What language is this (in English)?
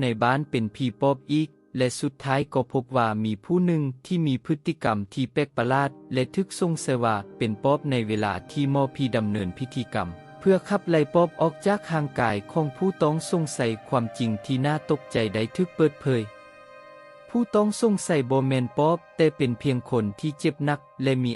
Lao